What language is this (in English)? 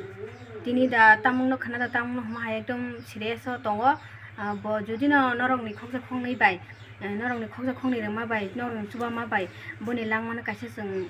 Kok Borok